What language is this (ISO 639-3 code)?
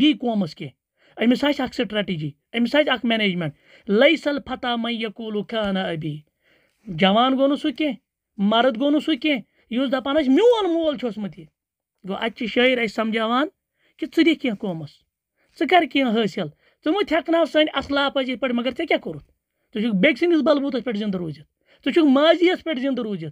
kas